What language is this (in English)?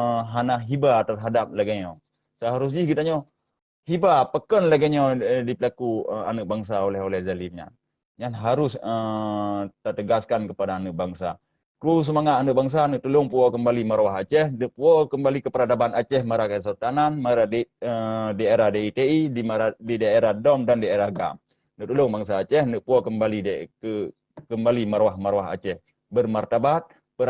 Achinese